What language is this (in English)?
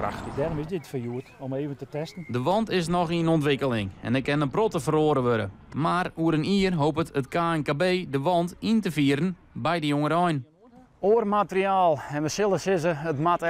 Western Frisian